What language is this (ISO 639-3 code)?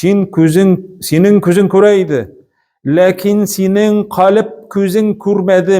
tat